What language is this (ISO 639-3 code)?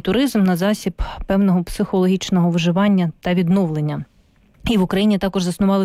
ukr